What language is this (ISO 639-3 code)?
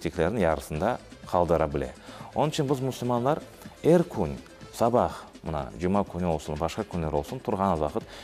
crh